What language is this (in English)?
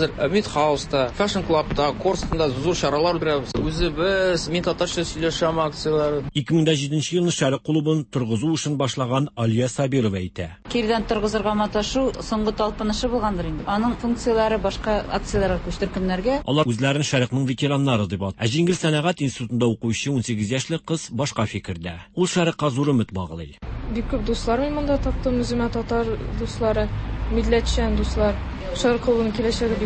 Tatar